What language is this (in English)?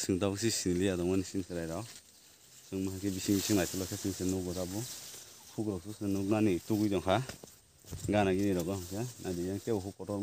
Kok Borok